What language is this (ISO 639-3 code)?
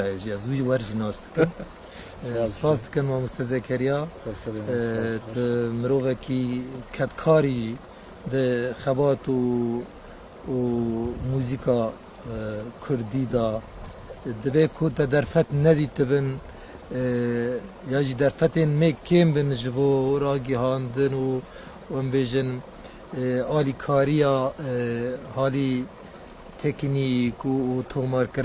kur